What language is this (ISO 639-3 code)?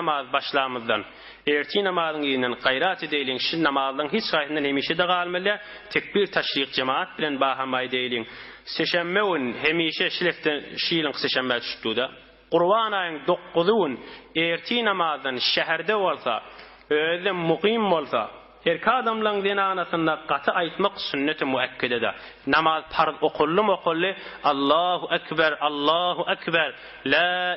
tuk